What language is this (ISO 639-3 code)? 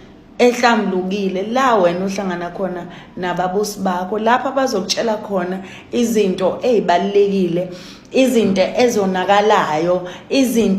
zul